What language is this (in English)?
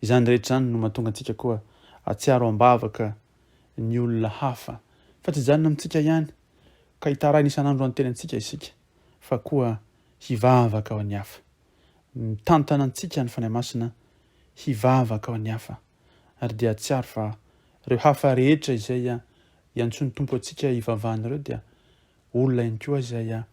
Malagasy